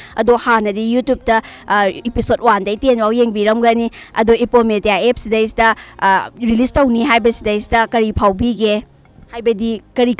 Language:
Manipuri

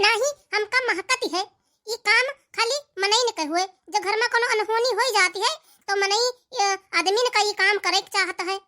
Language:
Awadhi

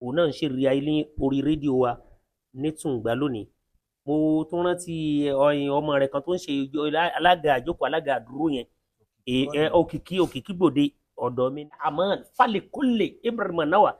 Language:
Yoruba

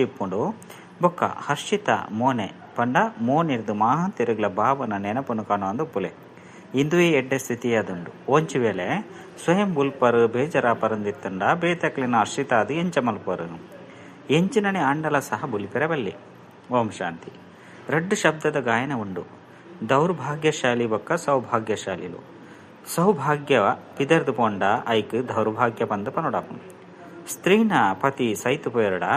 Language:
Tulu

